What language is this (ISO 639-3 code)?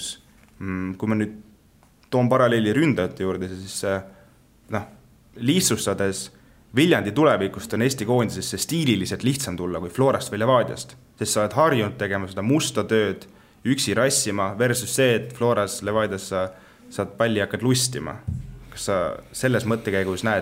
est